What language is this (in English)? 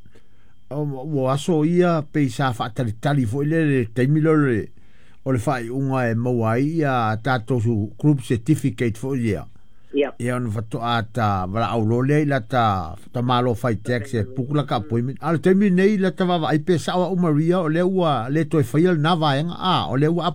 Samoan